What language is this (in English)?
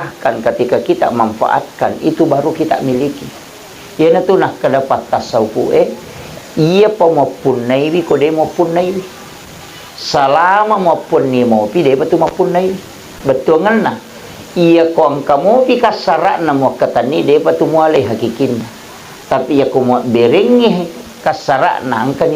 Buginese